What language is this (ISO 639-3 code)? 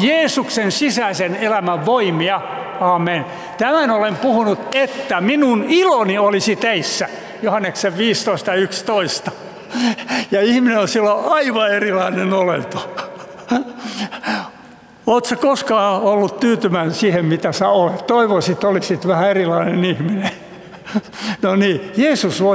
fin